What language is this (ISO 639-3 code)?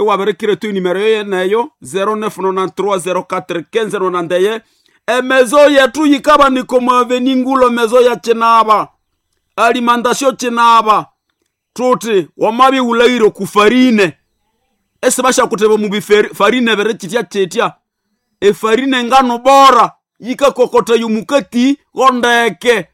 nnb